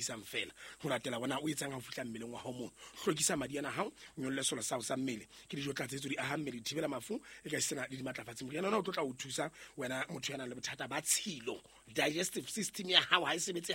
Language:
Southern Sotho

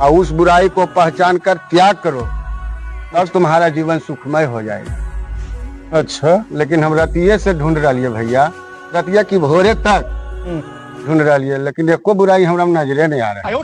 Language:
Magahi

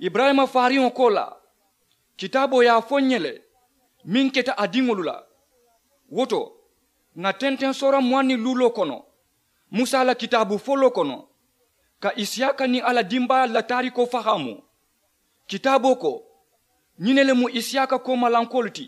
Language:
Mandingo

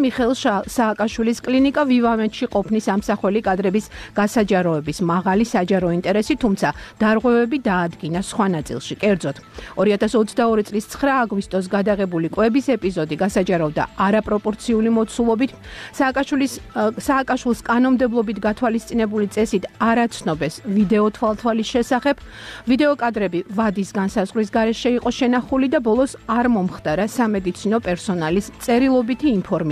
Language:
Georgian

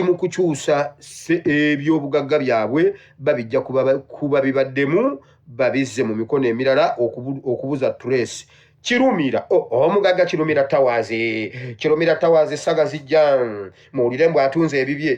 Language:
Ganda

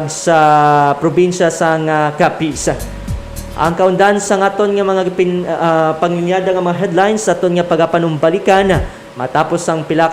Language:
Hiligaynon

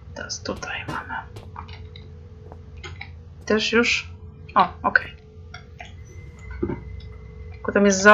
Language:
Polish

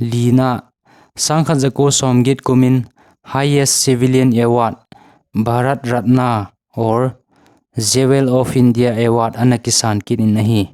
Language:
Thado Chin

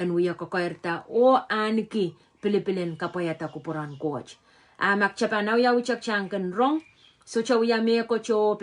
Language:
Pohnpeian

